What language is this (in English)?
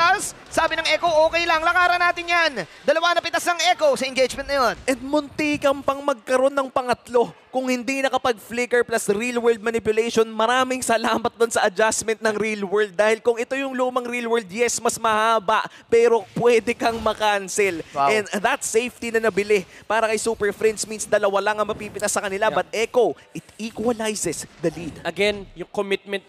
Filipino